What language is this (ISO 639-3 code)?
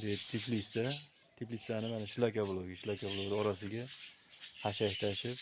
uzb